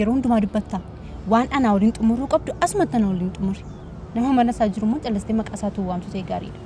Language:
Oromo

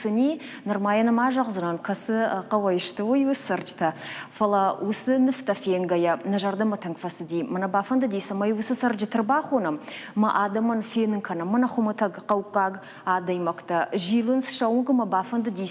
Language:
Ossetic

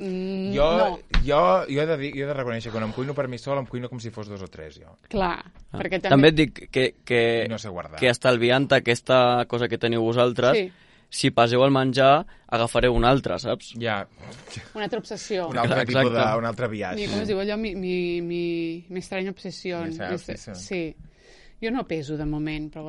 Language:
Catalan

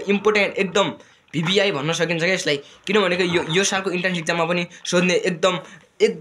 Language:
Nepali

